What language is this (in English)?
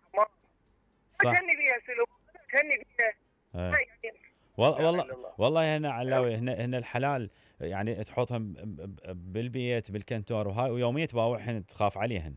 Mesopotamian Arabic